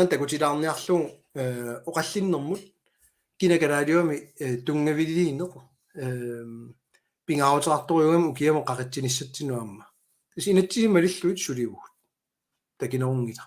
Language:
Kalaallisut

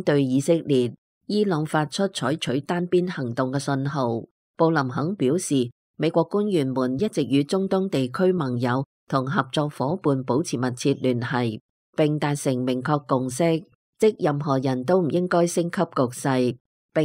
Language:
Cantonese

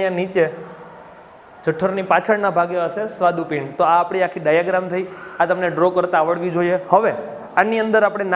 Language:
Gujarati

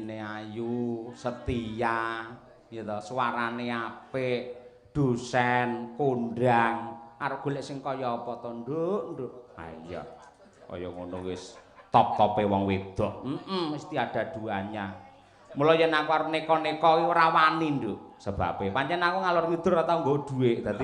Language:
Javanese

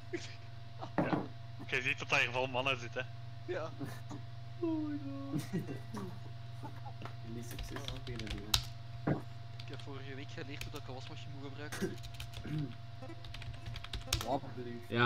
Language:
Dutch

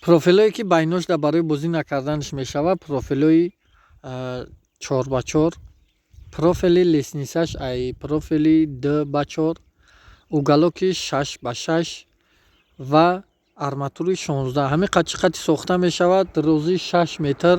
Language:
Tajik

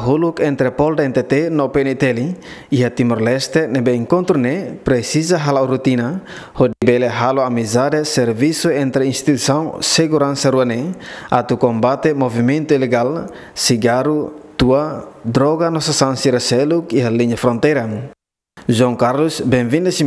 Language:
Tetum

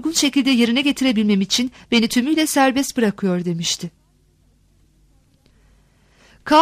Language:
Turkish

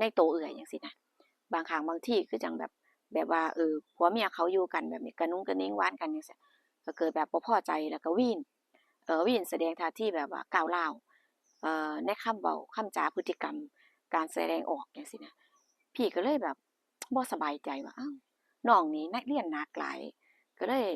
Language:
Northeastern Thai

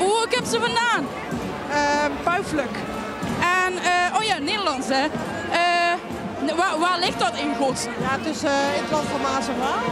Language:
Limburgish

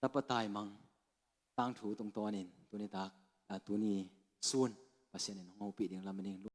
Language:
Tedim Chin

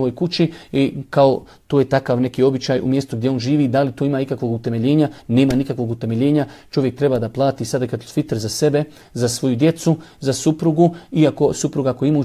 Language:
Bosnian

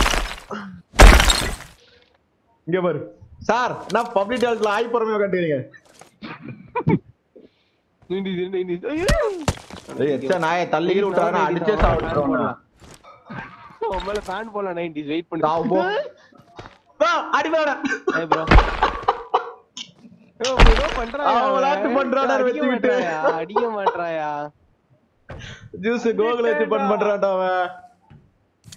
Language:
Tamil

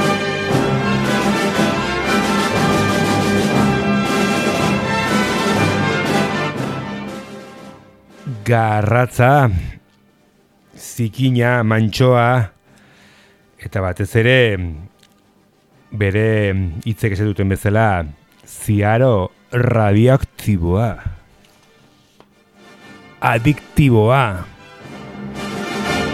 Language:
Basque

